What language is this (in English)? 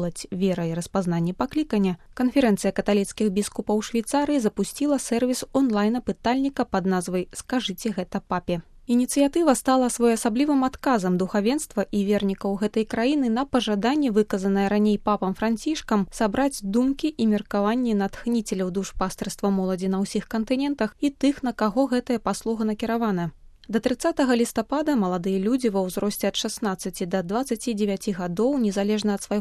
Belarusian